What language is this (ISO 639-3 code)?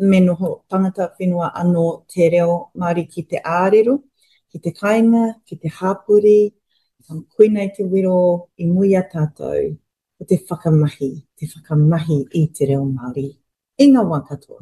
mri